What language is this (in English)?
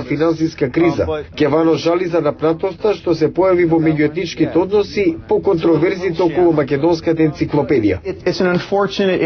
Macedonian